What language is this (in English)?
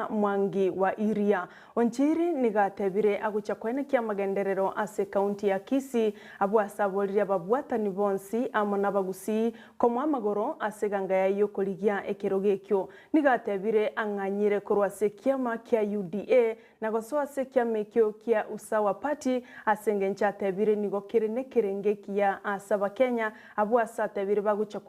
Gusii